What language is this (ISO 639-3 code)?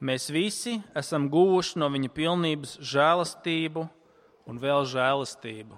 lav